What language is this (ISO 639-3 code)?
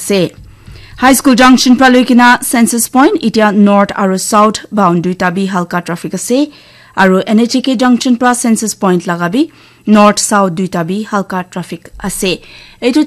nag